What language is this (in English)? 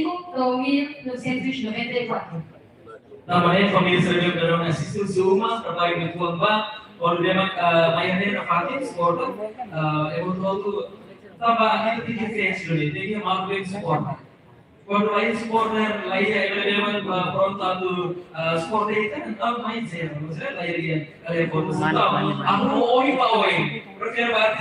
Tetum